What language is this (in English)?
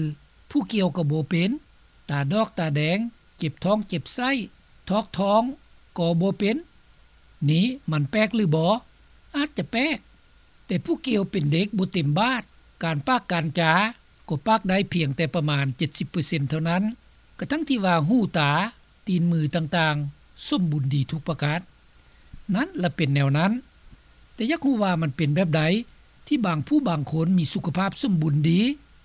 Lao